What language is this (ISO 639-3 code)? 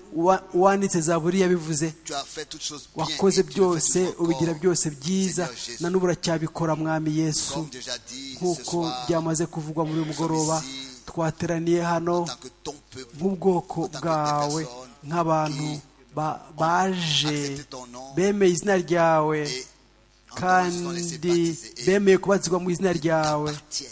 kin